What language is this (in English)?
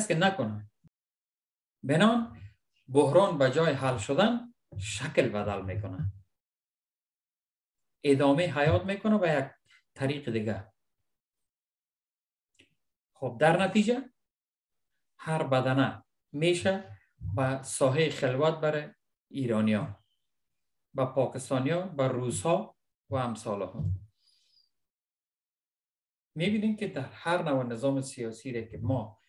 Persian